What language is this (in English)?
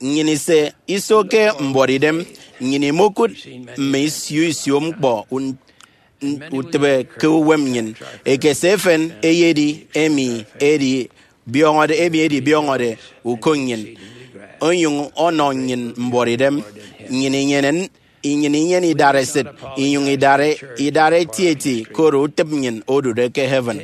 Efik